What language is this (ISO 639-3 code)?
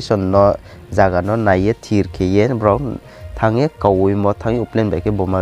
ria